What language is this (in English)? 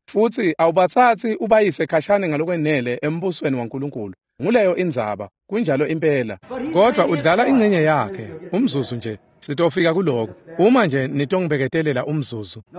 Swati